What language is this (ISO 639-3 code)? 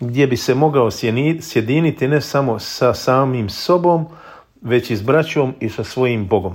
hrv